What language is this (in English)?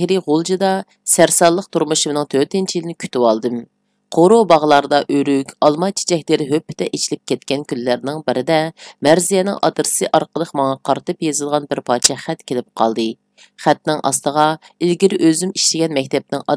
Uyghur